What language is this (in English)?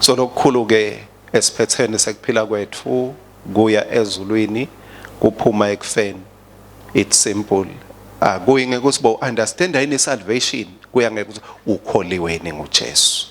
Swati